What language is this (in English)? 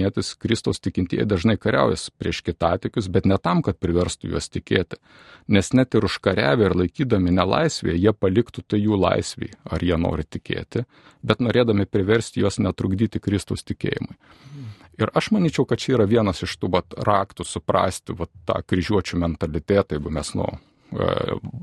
Lithuanian